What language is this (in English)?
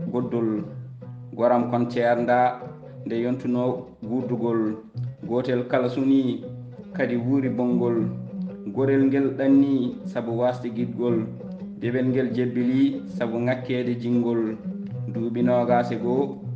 Fula